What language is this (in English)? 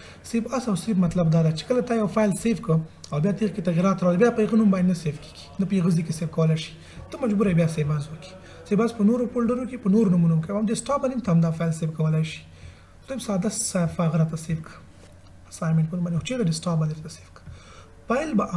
Pashto